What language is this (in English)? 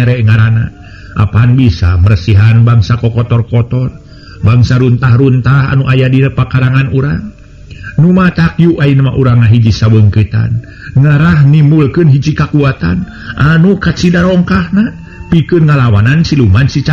Sundanese